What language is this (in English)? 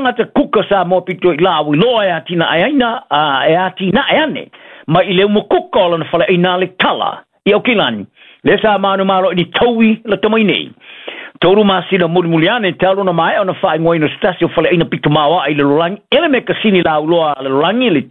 Samoan